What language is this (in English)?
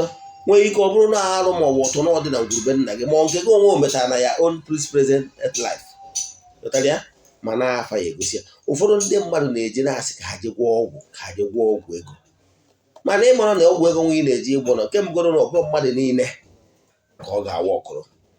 Igbo